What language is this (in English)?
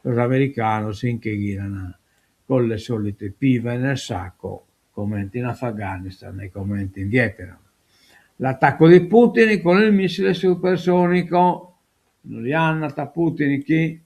Sardinian